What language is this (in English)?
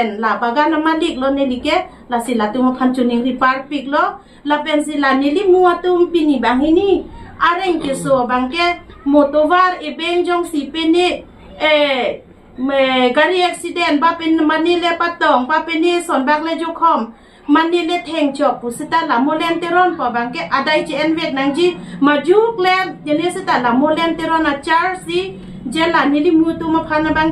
Karbi